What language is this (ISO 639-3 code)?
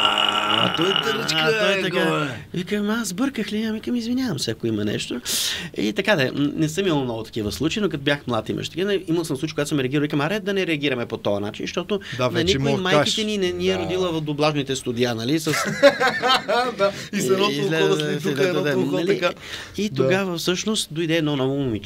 bul